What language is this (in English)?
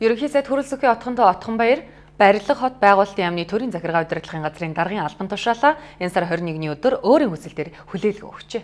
Mongolian